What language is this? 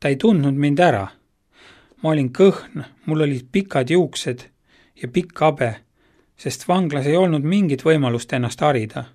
Estonian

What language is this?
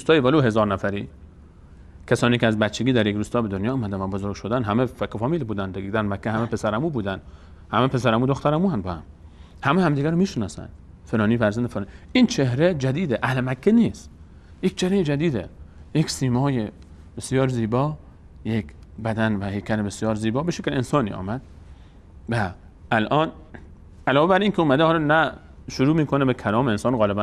Persian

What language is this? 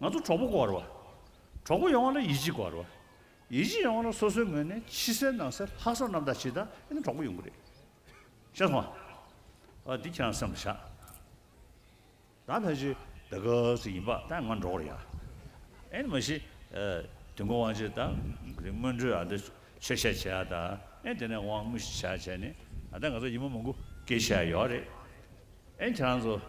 Tibetan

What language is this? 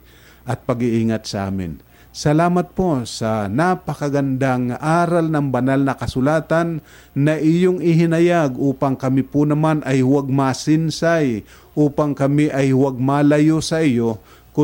Filipino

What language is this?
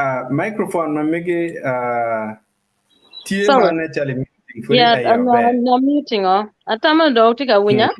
Acoli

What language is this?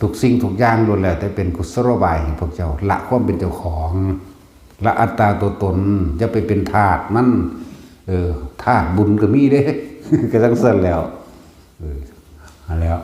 Northeastern Thai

